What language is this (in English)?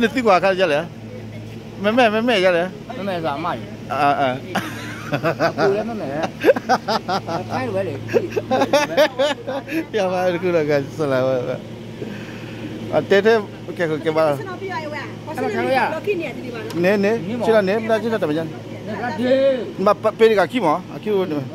Malay